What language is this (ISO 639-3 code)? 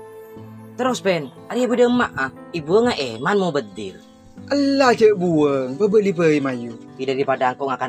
mad